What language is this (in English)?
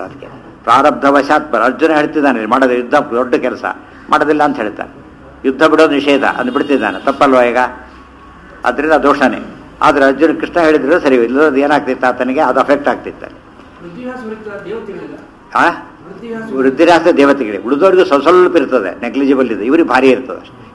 Kannada